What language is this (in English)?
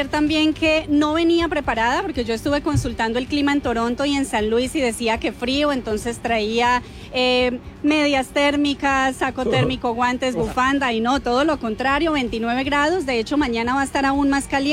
Spanish